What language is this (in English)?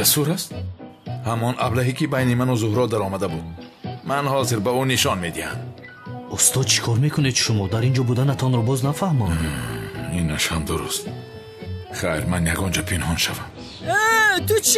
Tajik